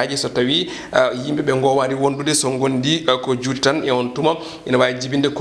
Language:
Fula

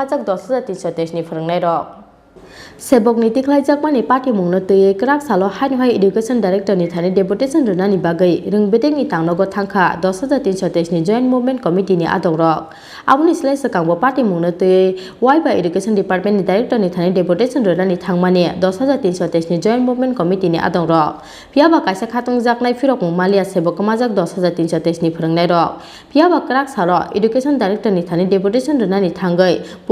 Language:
Kok Borok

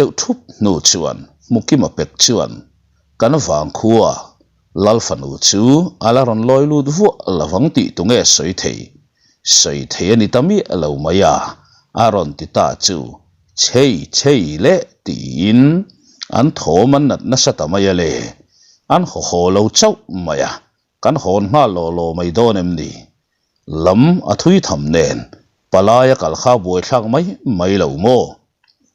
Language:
Mizo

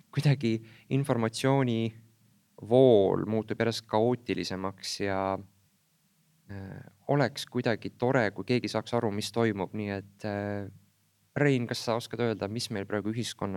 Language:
Estonian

